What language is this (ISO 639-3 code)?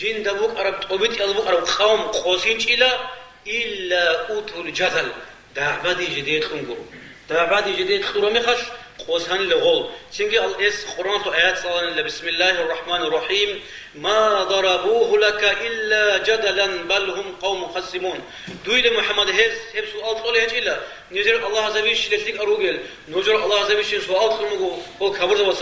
ava